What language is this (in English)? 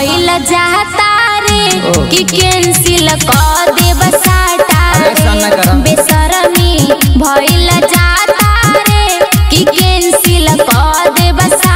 Bhojpuri